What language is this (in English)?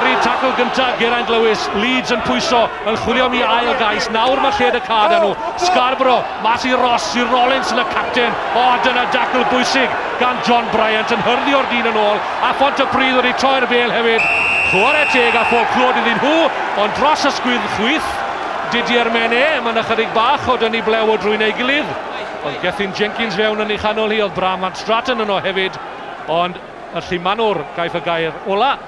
Welsh